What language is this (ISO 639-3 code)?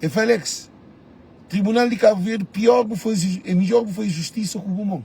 kea